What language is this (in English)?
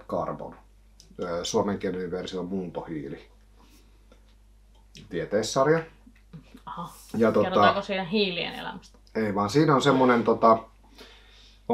Finnish